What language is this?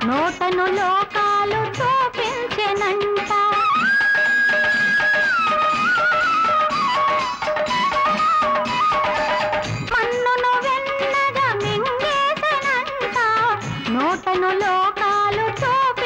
Telugu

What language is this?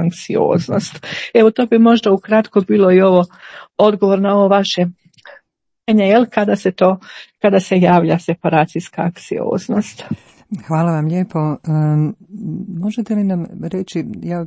Croatian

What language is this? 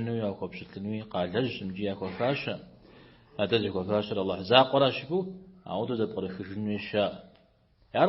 Kabardian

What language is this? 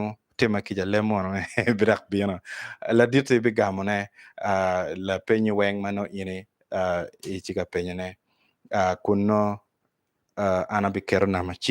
Acoli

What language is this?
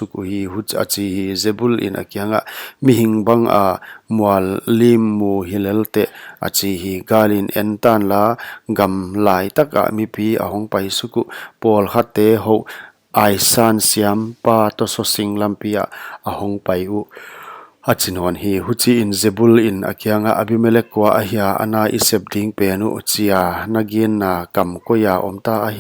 Paite Chin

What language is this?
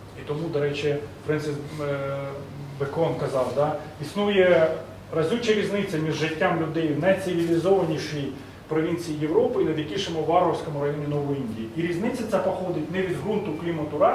Ukrainian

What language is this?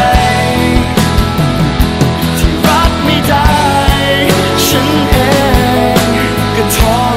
Thai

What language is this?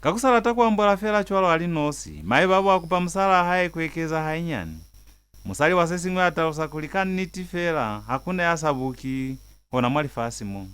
Lozi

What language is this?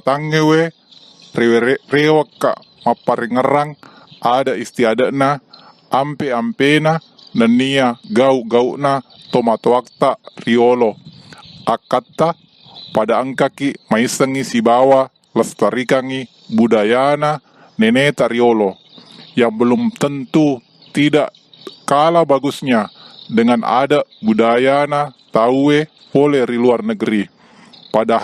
Buginese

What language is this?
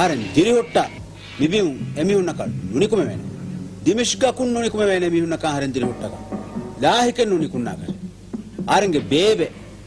Divehi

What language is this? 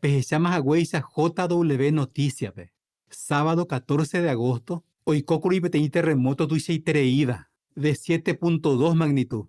Guarani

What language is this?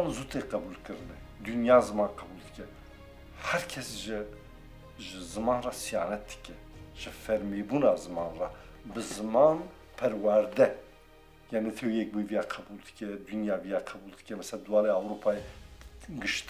Kurdish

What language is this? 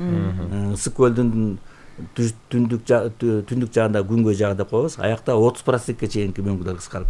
Kyrgyz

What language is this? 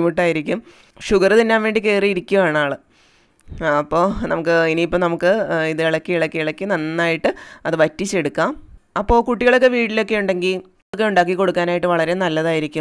Malayalam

